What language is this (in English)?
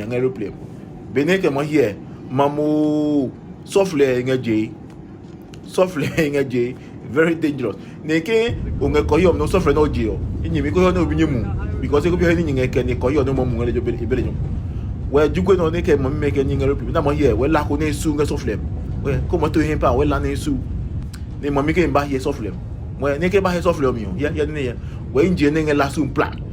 Adangme